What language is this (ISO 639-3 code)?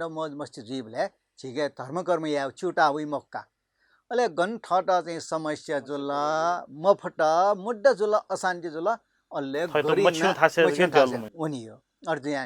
new